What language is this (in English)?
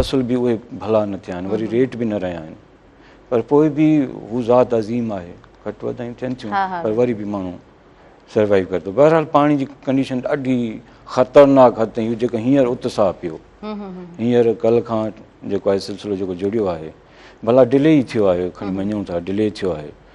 Sindhi